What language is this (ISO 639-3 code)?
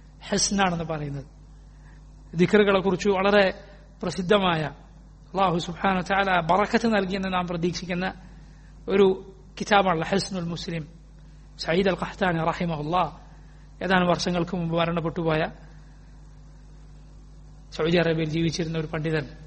mal